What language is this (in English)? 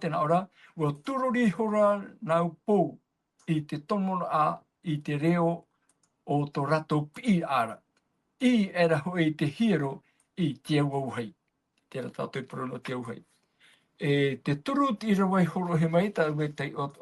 Tahitian